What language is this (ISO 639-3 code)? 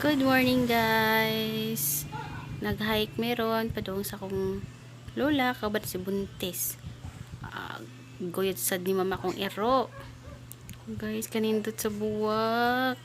ceb